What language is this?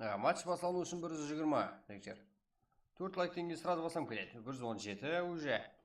Kara-Kalpak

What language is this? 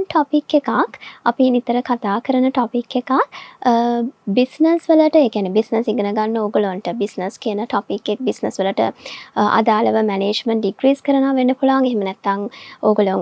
Sinhala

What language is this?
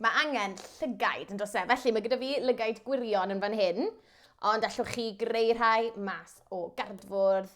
Welsh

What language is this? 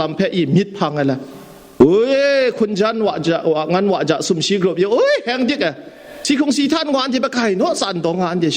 Kachin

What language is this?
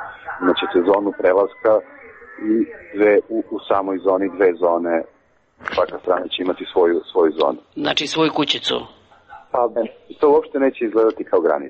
Serbian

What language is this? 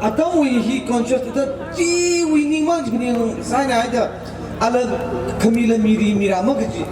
Tangkhul Naga (India)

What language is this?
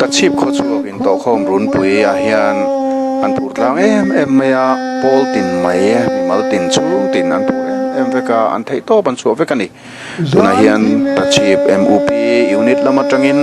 Mizo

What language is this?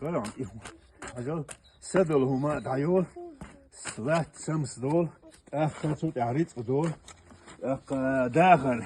Chechen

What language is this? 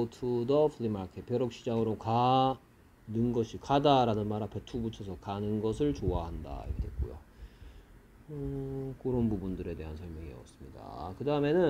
Korean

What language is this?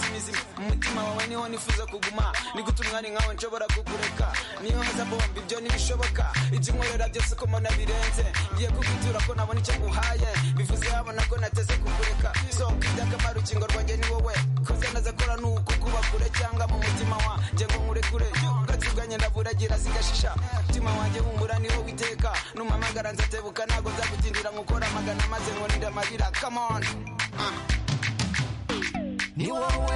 Kinyarwanda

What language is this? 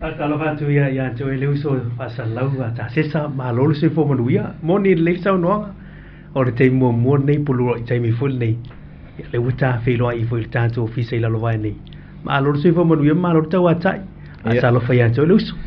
Samoan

